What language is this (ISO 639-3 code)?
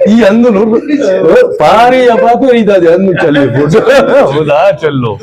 brh